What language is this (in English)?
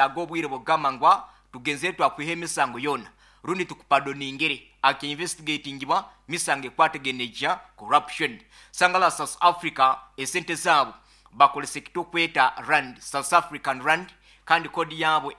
Nyoro